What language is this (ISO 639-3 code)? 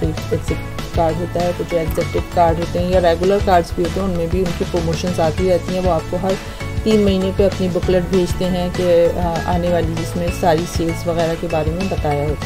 hin